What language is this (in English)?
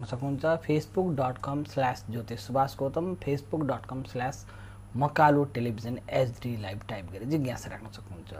Nepali